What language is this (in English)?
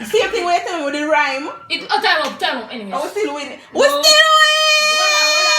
Jamaican Creole English